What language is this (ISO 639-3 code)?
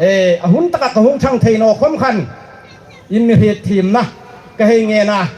hmr